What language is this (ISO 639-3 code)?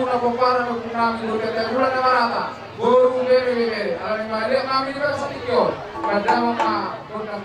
bbc